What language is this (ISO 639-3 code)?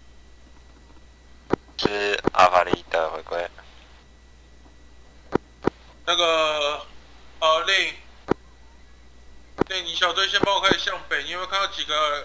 zho